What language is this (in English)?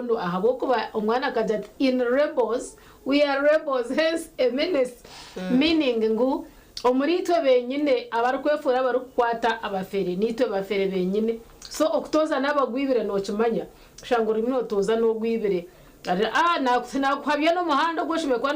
Nyankole